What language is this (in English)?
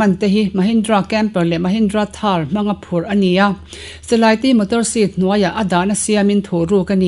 Mizo